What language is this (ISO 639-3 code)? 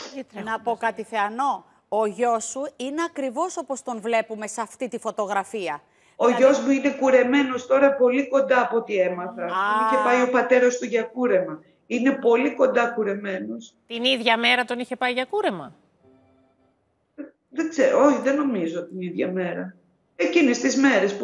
ell